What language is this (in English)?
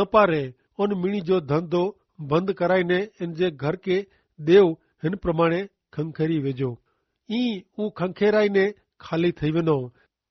Kachhi